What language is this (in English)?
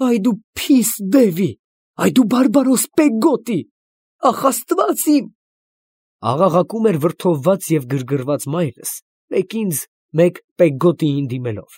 Armenian